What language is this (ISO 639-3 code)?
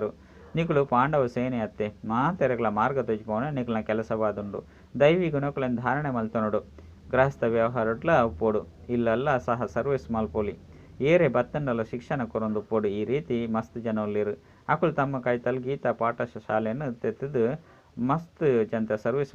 tcy